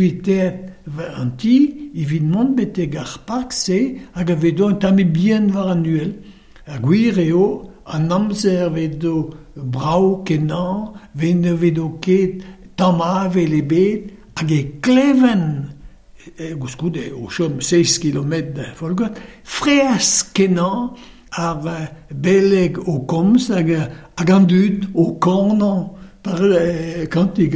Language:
Breton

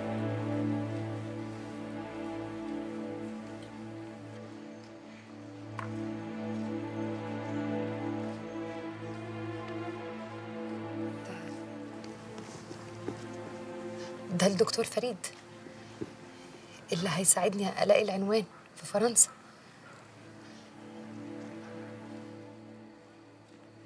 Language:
Egyptian Arabic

